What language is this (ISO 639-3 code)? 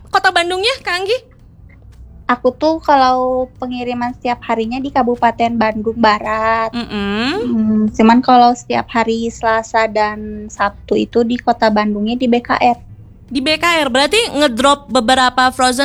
ind